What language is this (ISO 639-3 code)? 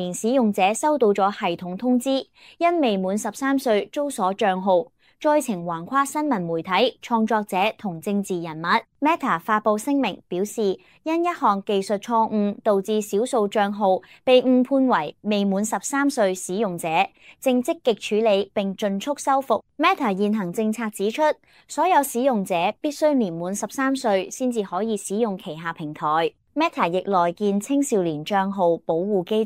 yue